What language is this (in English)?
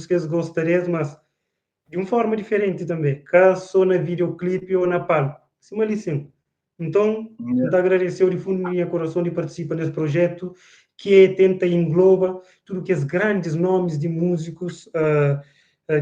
Kabuverdianu